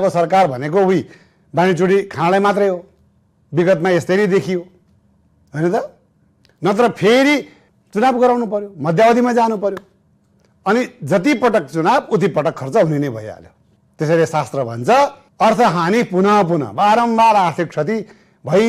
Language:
Nepali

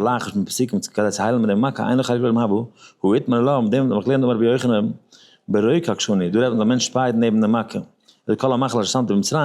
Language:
Yiddish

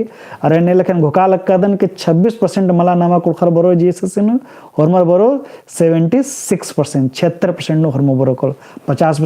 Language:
Kurukh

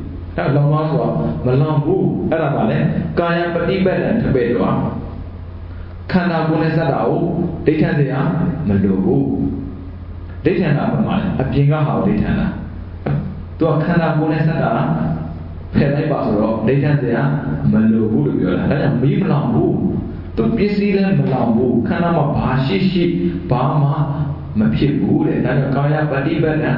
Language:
Burmese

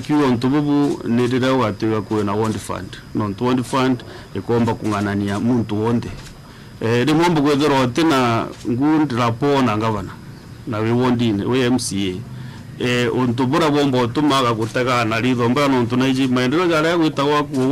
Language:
Meru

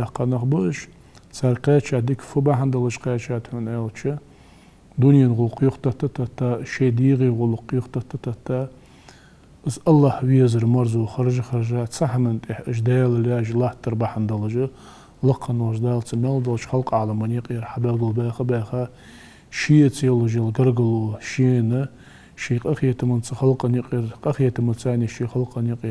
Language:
Ingush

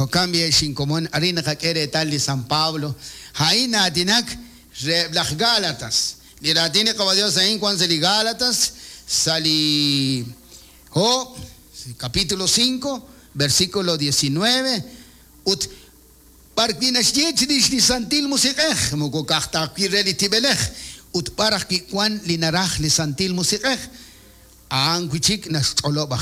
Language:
Kekchí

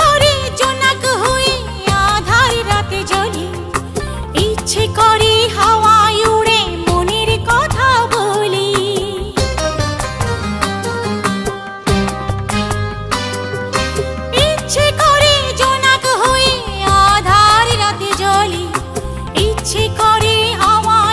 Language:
Bangla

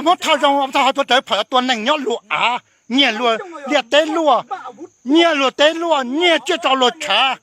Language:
Hmong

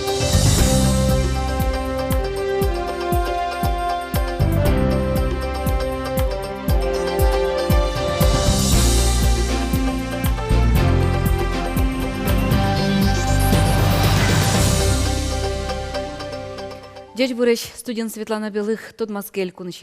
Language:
Udmurt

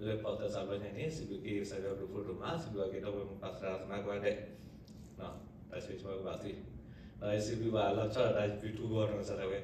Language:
S'gaw Karen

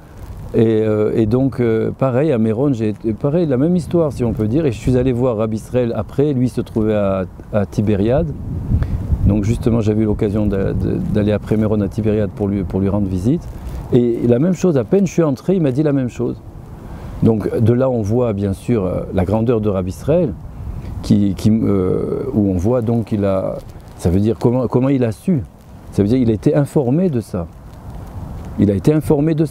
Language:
French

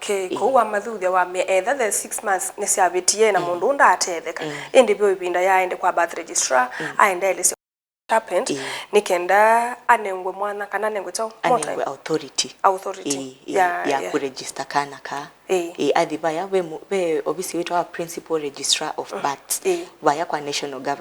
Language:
Kamba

